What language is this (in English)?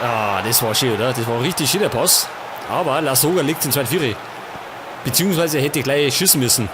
Bavarian